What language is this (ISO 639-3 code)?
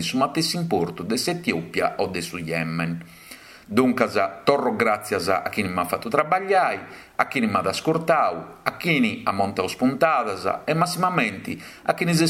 srd